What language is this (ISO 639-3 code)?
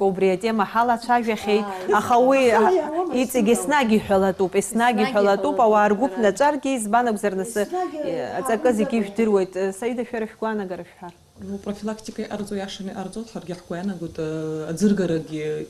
abk